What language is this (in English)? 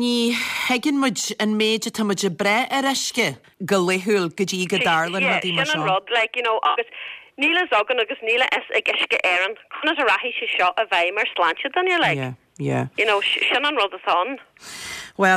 Irish